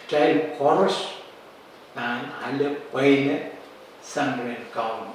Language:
Pohnpeian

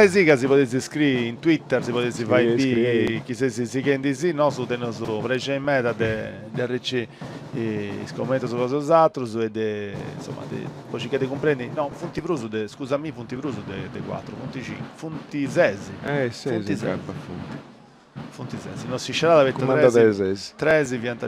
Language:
Sardinian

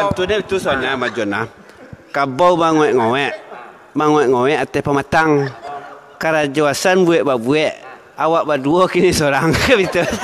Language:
Minangkabau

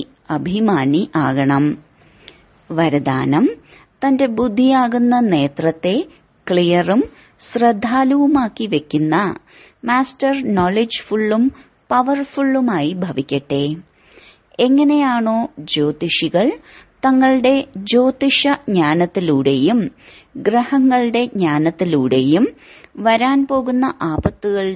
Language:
Malayalam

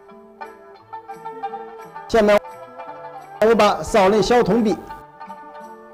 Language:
Chinese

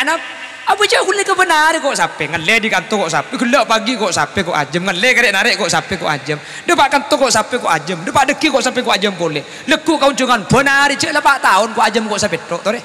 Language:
Madurese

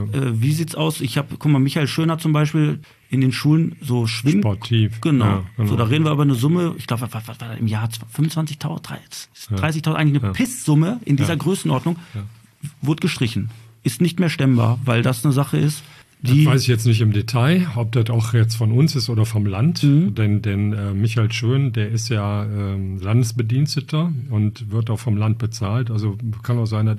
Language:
German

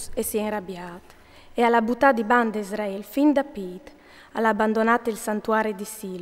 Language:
Friulian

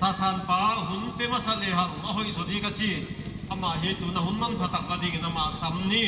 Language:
Paite Chin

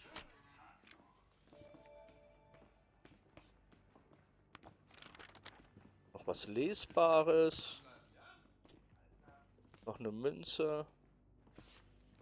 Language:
German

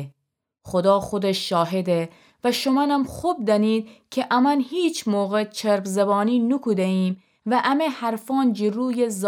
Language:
Gilaki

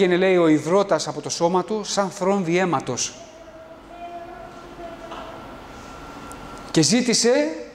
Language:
Greek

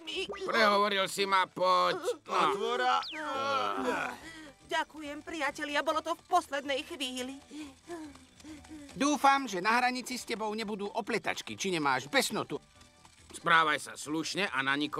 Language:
Slovak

